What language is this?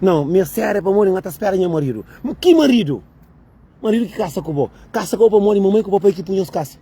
Kabuverdianu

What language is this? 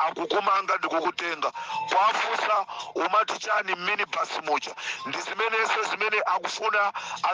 Nyanja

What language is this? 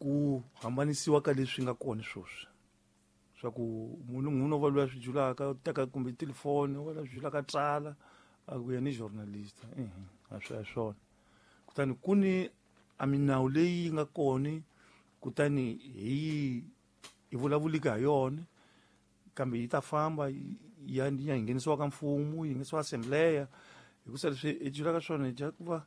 Tsonga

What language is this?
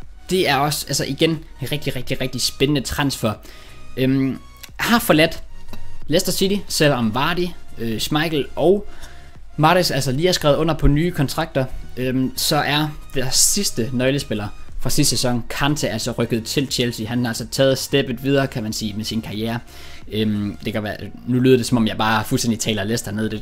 Danish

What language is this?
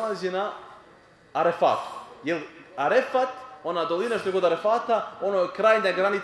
Bosnian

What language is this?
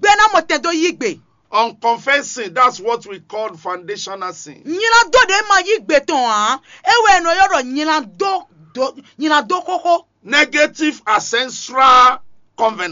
Fon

